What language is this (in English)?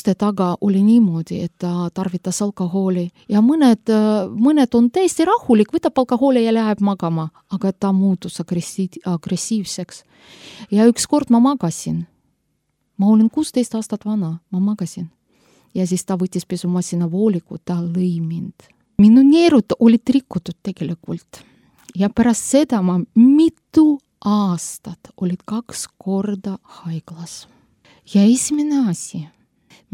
Estonian